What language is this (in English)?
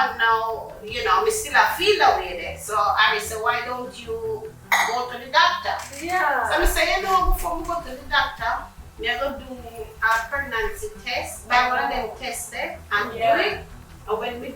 Jamaican Creole English